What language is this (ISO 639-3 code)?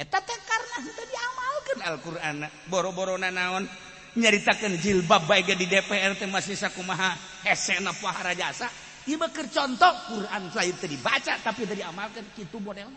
sun